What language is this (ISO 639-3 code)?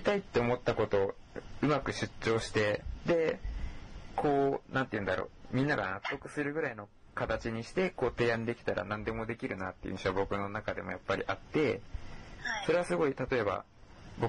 jpn